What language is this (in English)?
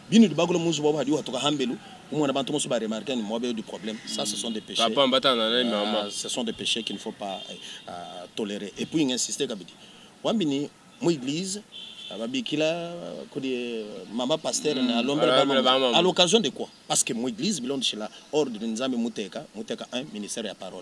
Luba-Lulua